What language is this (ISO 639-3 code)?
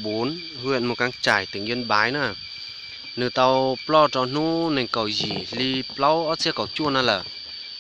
hmn